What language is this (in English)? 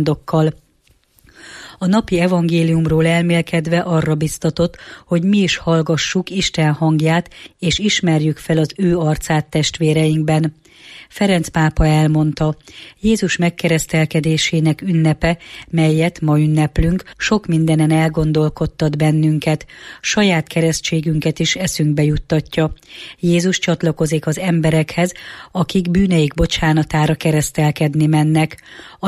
Hungarian